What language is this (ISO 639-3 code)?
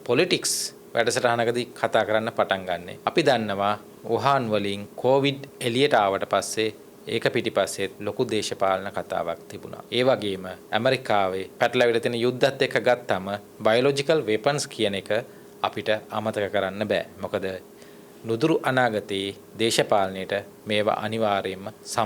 sin